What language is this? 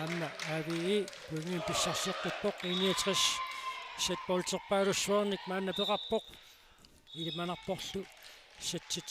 Kalaallisut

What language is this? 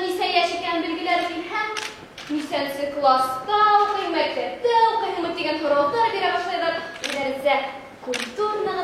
Bashkir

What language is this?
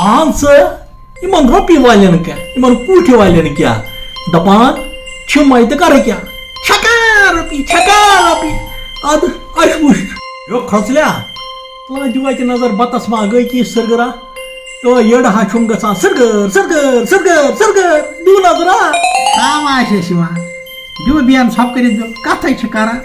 Kashmiri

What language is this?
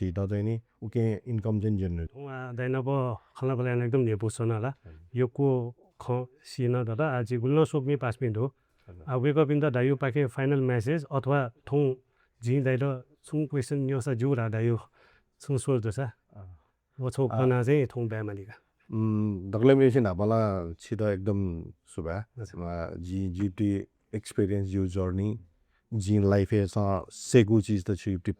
Newari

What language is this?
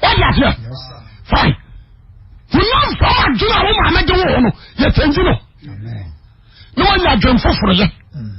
Akan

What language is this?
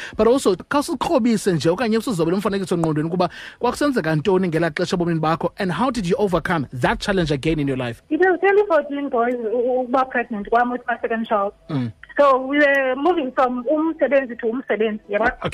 Xhosa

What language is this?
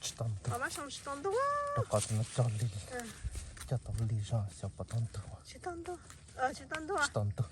Hmong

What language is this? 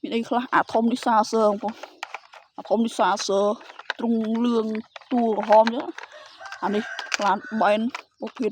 Khmer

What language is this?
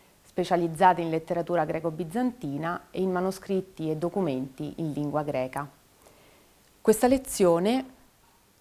Italian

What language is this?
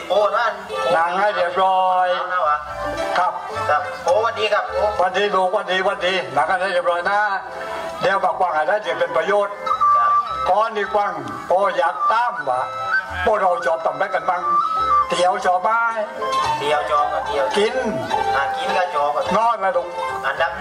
Thai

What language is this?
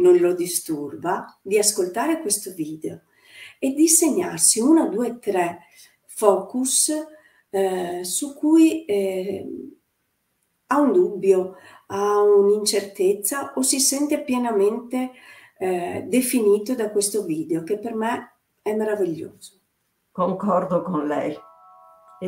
Italian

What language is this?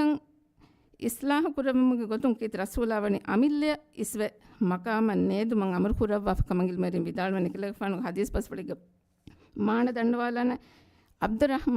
Divehi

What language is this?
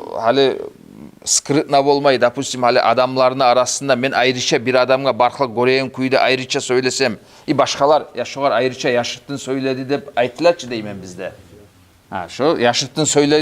Kumyk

